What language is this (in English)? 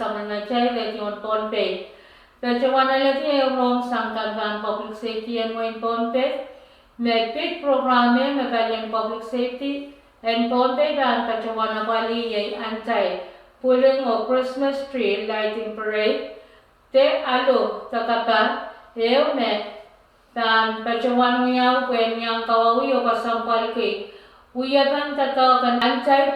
Pohnpeian